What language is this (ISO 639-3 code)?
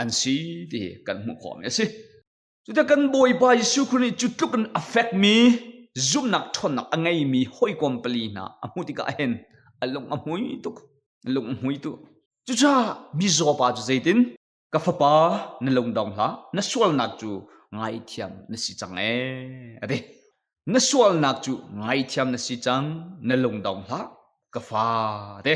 cnh